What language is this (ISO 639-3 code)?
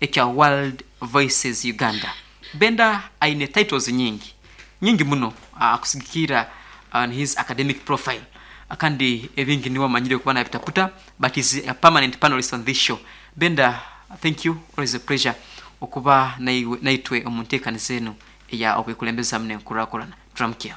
nyn